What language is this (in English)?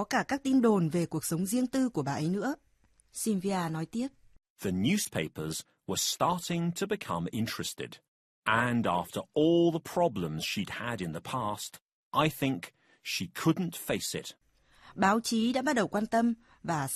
Vietnamese